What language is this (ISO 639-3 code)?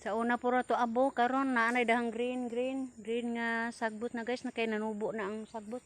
ceb